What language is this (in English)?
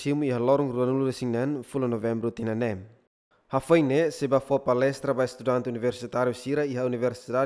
Tetum